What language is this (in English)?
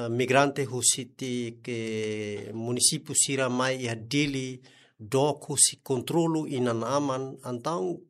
Tetum